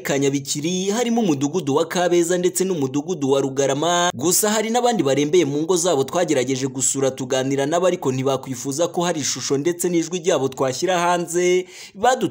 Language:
Kinyarwanda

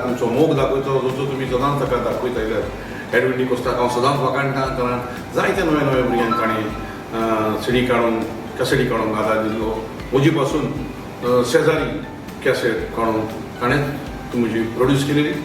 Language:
Konkani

